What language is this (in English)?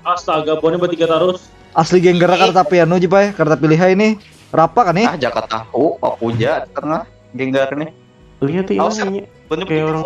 Banjar